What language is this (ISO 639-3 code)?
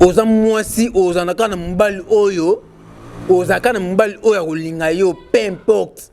lin